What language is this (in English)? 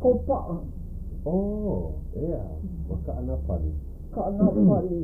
Hawaiian